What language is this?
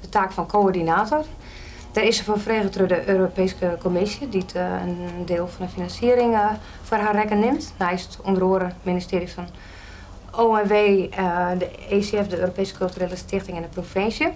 Western Frisian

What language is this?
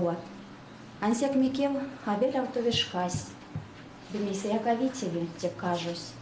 Erzya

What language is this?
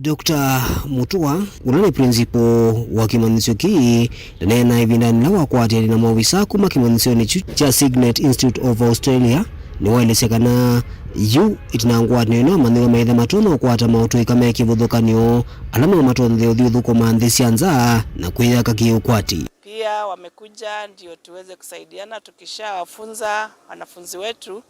Kamba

